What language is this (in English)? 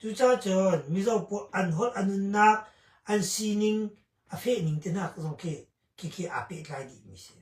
Hakha Chin